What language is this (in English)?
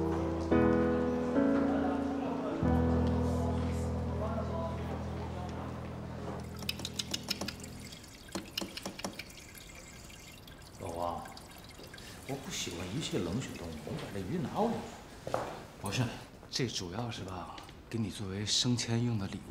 Chinese